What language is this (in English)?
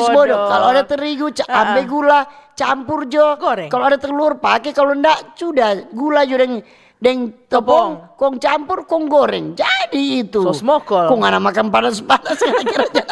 Manado Malay